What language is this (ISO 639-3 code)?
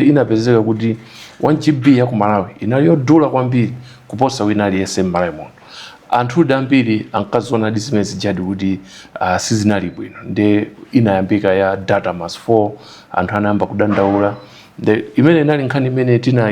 nya